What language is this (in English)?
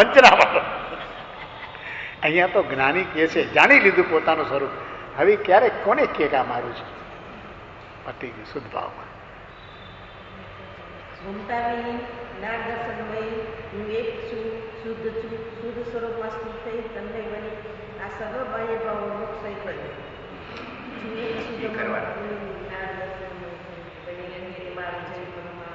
Gujarati